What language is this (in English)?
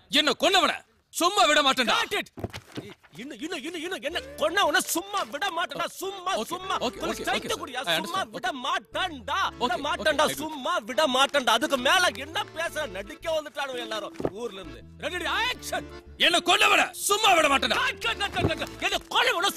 Tamil